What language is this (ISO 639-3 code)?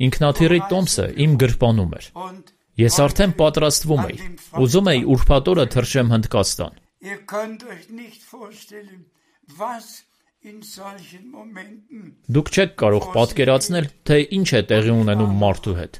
hye